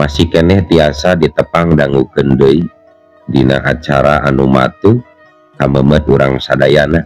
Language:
Sundanese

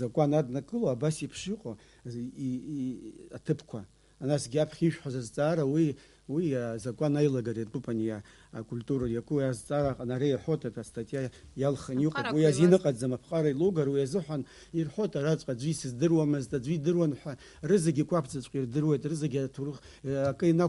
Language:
Abkhazian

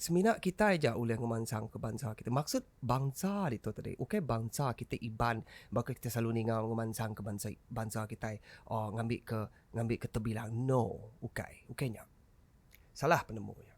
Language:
Iban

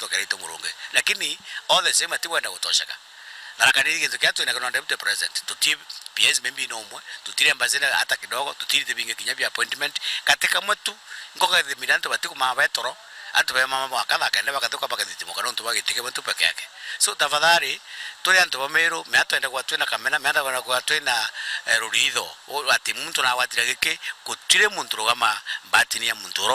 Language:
Meru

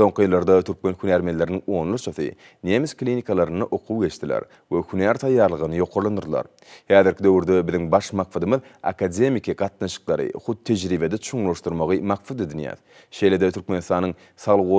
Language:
Turkmen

